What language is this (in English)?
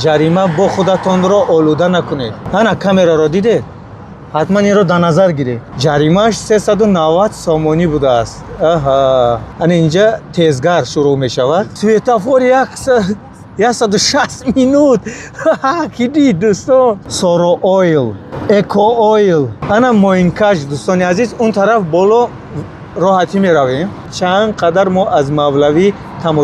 Tajik